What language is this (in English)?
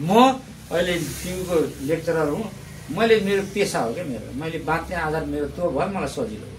Nepali